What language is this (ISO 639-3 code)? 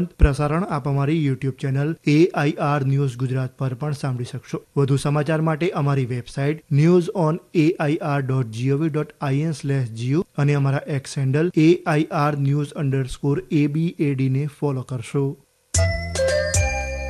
guj